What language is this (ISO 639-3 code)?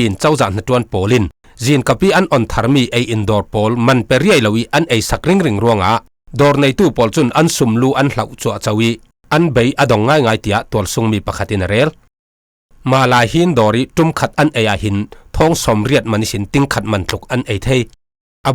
cfm